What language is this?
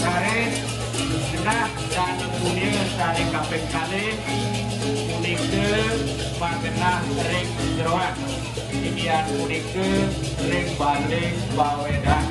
Balinese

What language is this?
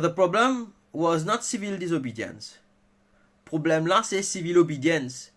Morisyen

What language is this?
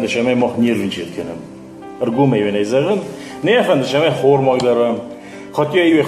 Ossetic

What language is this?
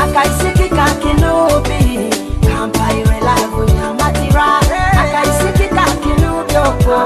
Nyoro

